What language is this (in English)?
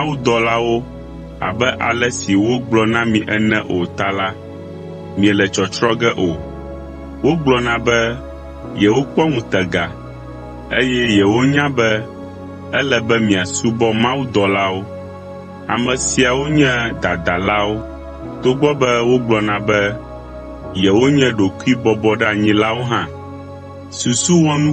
Ewe